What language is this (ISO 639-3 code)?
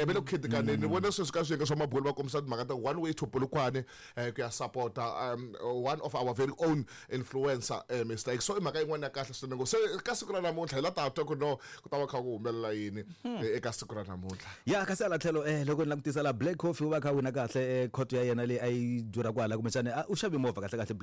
tso